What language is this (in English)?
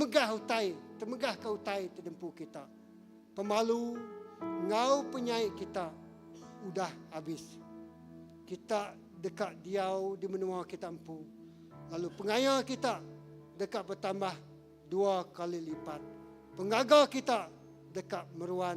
Iban